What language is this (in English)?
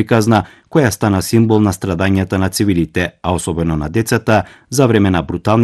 Macedonian